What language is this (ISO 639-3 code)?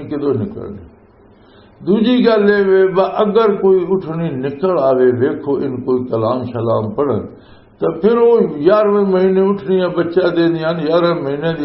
lah